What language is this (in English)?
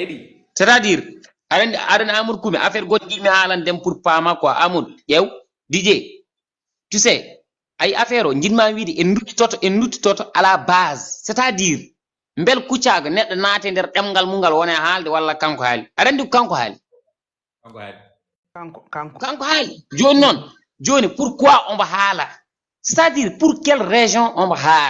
Fula